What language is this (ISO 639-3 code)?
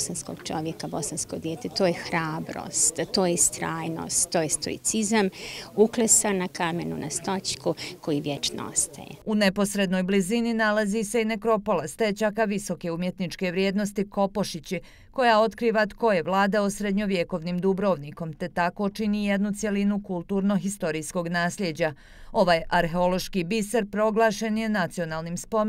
bos